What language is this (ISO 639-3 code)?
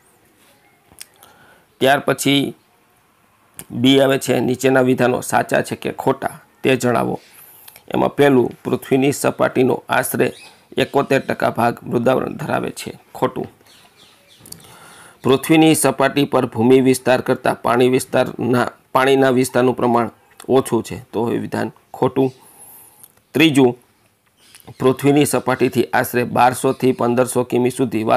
guj